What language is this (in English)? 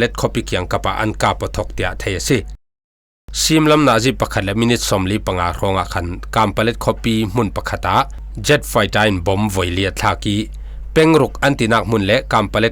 Falam Chin